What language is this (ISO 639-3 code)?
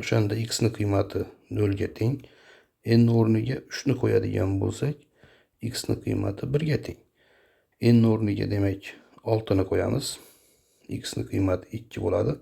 uzb